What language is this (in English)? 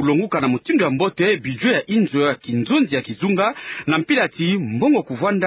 Kituba (Democratic Republic of Congo)